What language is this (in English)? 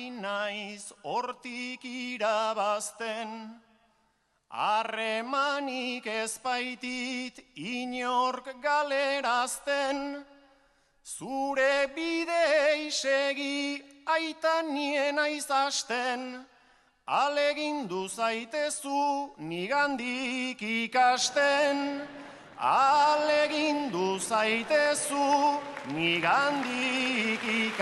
Basque